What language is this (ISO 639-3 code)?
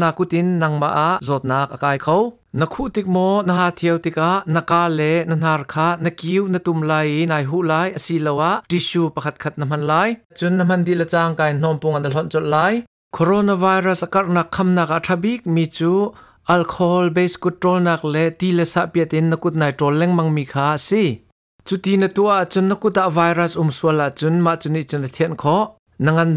cnh